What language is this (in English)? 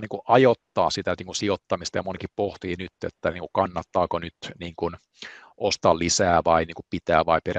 Finnish